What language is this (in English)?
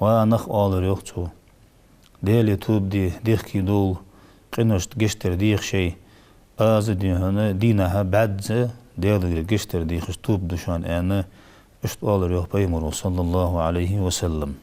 Ingush